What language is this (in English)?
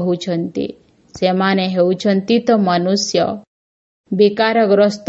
Odia